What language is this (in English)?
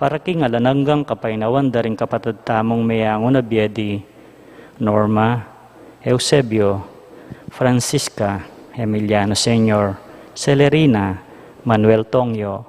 Pampanga